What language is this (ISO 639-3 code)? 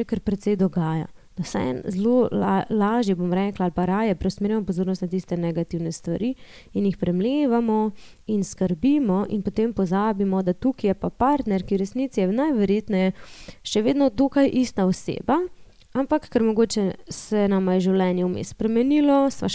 slv